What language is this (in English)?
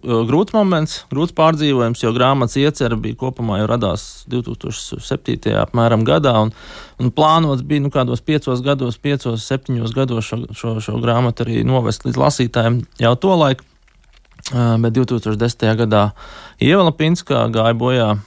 Latvian